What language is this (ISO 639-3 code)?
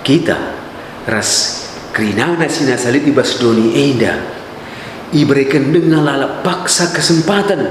btx